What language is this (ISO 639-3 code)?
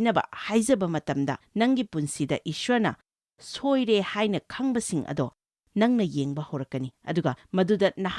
mni